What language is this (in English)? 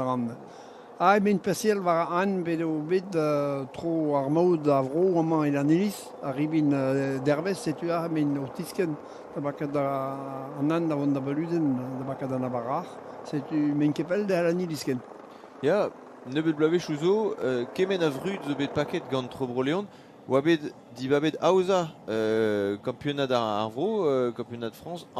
Breton